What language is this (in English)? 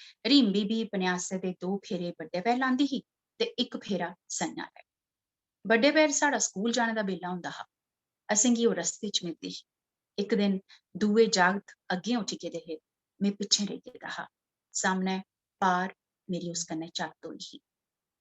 Dogri